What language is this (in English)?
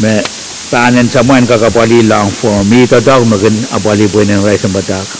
Pohnpeian